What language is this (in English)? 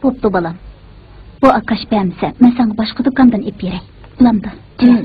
Uyghur